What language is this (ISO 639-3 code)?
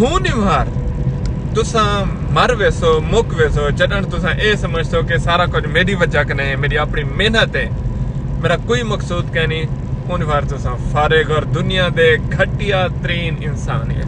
skr